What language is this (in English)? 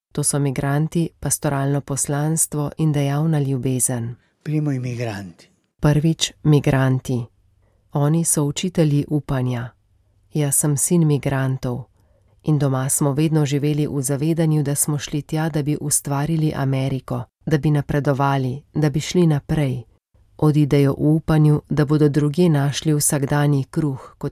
Slovenian